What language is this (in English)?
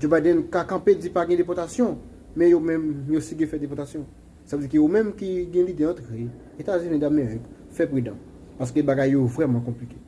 Haitian Creole